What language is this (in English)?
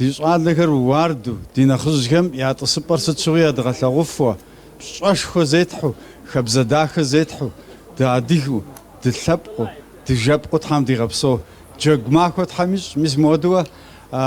Kabardian